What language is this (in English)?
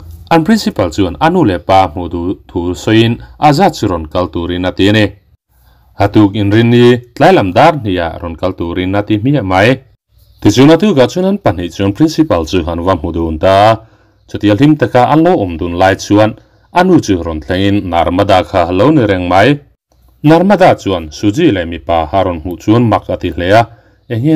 Mizo